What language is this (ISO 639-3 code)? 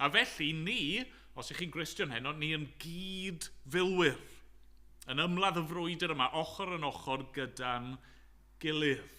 cym